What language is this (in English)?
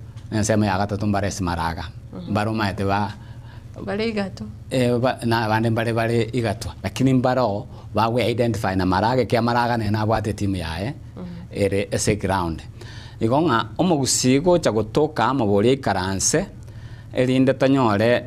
Gusii